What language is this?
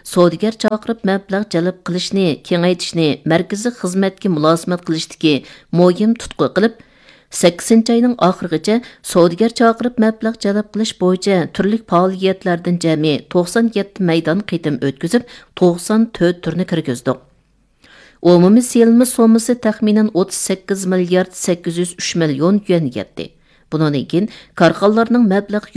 Uyghur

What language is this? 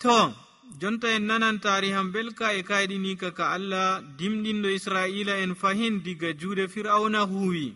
Nigerian Fulfulde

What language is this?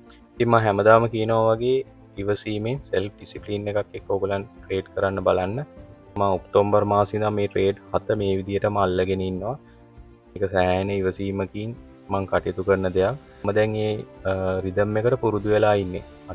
Sinhala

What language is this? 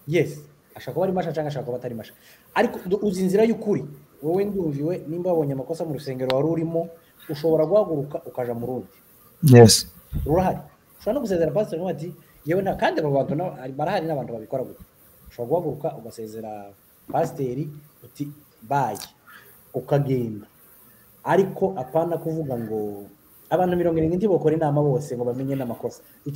Kinyarwanda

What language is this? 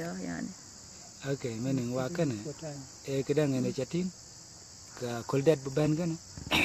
Dinka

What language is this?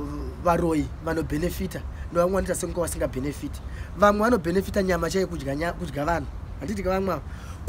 Shona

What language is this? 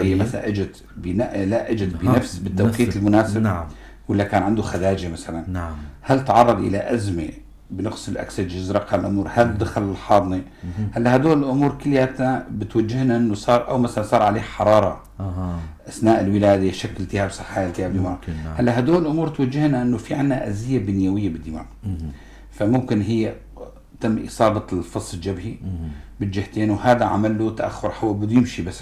North Levantine Arabic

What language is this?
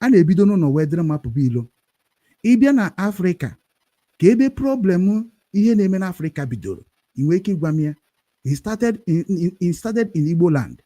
Igbo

